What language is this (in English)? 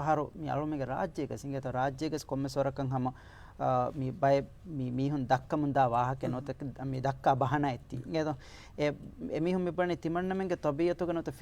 Divehi